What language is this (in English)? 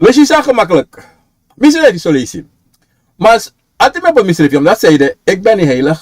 Sranan Tongo